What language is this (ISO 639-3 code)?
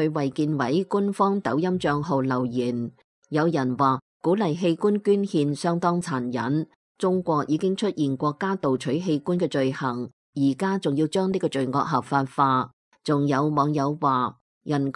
yue